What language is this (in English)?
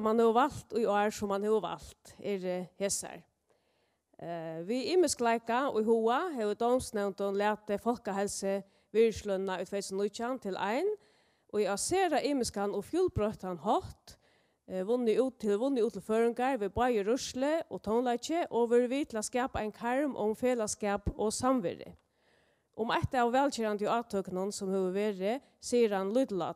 Faroese